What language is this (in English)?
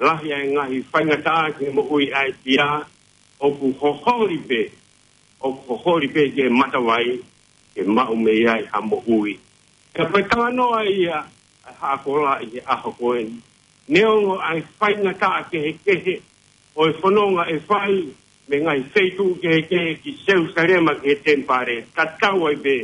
Tongan